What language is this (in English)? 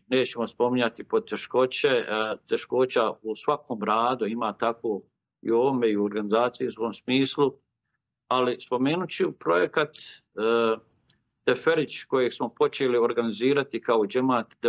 Bosnian